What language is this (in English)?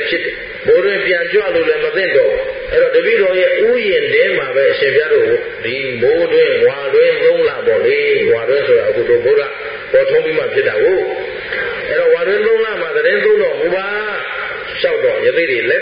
Burmese